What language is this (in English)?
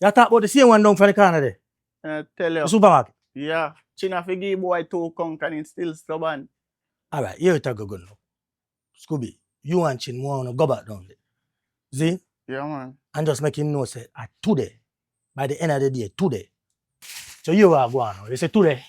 Jamaican Creole English